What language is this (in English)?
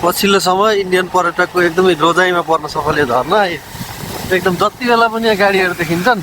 Nepali